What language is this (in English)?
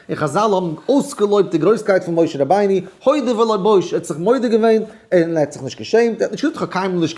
Yiddish